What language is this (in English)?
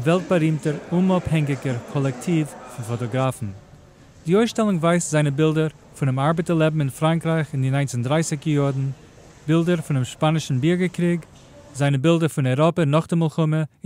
Yiddish